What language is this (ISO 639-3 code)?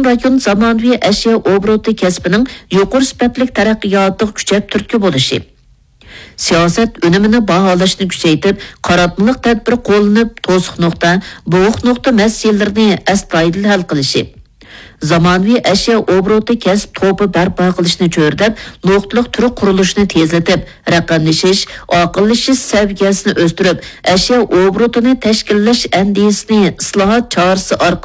uig